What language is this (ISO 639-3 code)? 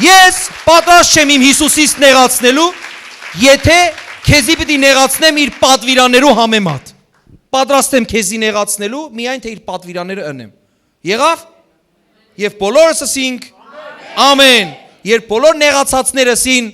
hyw